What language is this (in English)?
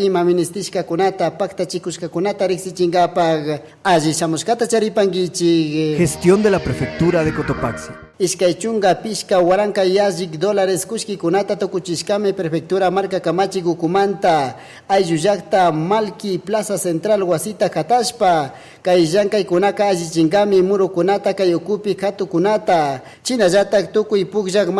Chimborazo Highland Quichua